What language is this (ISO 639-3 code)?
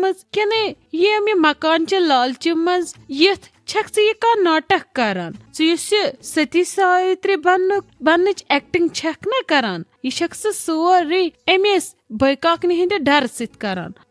kas